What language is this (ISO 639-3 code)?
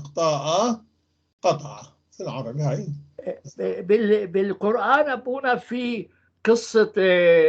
apc